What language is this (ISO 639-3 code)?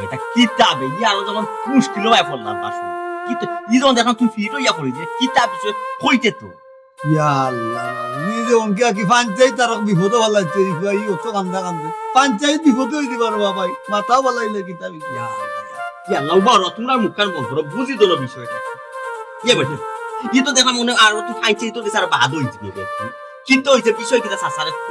syl